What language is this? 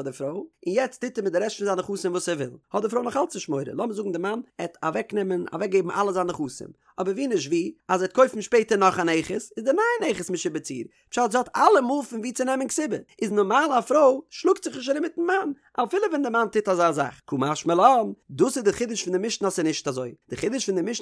Yiddish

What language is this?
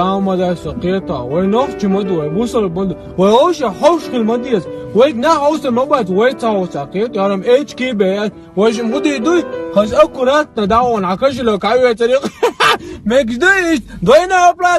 Chechen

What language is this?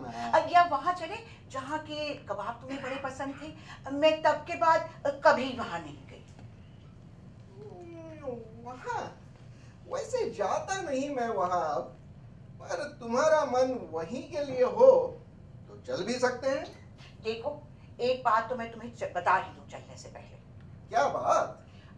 Hindi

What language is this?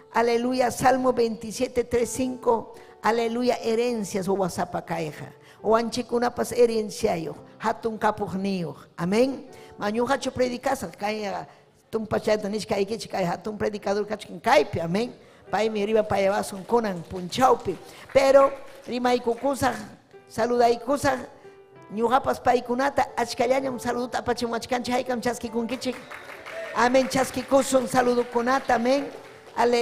Ayacucho Quechua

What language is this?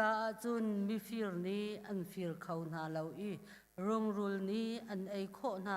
Hakha Chin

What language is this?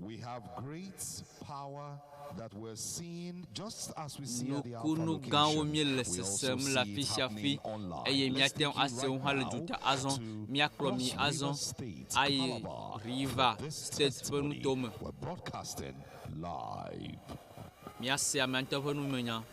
Ewe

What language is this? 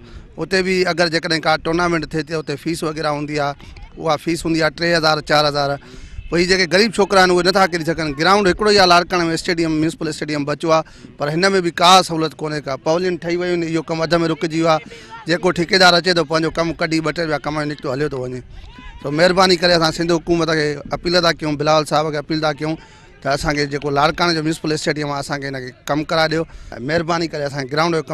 Sindhi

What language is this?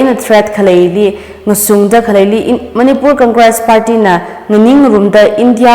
Tangkhul Naga (India)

